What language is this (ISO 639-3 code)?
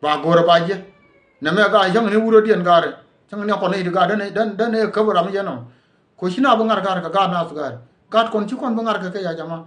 nus